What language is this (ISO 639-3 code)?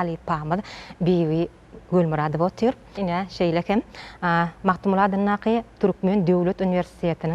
tuk